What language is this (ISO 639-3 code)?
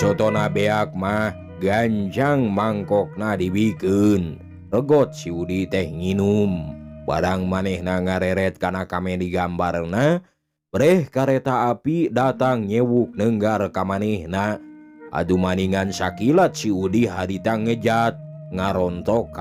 sun